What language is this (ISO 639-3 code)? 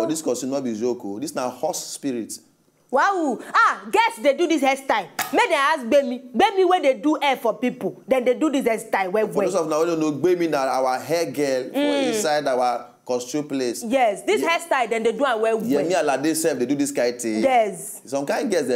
pcm